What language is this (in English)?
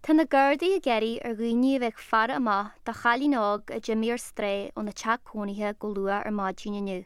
Irish